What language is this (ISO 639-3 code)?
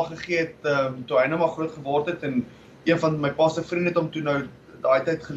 afr